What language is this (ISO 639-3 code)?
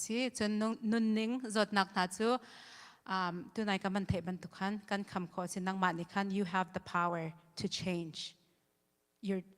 cnh